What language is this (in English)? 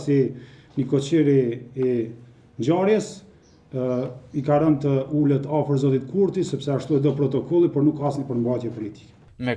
Albanian